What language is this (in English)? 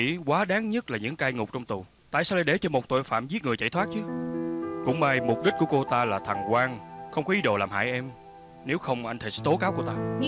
Vietnamese